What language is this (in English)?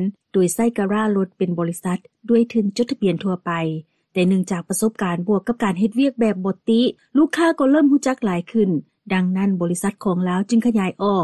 Lao